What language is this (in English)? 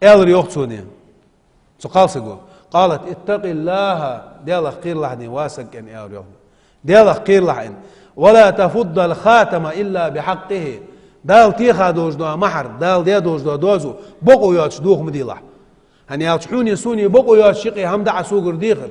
Ingush